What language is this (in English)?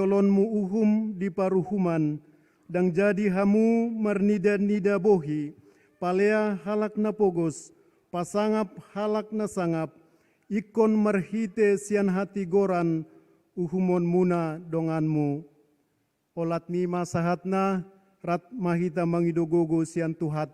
Batak Toba